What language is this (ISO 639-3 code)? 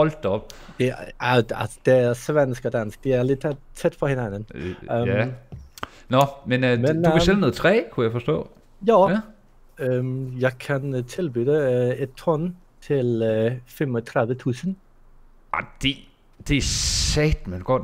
dan